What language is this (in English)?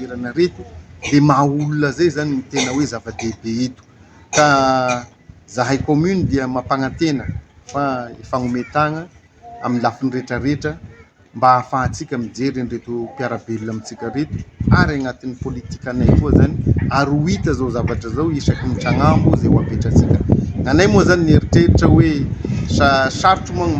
Malagasy